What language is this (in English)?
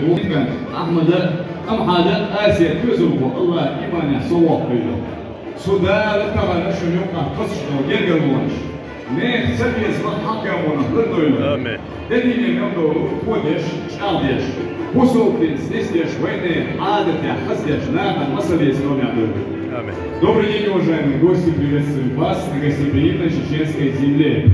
Chechen